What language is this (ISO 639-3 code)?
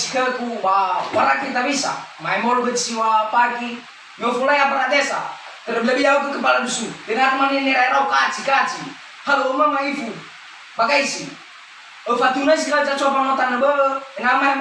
nia